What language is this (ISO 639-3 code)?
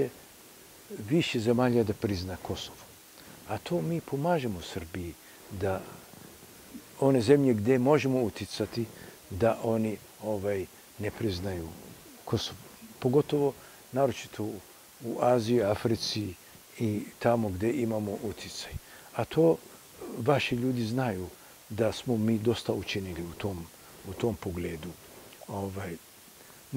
srp